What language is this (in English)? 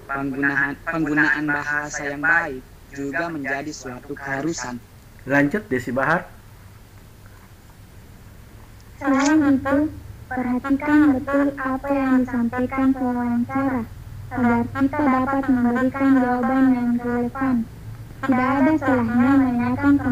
Indonesian